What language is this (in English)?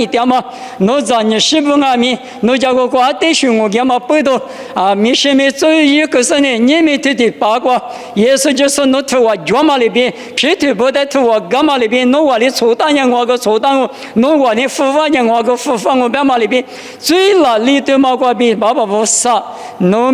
Lisu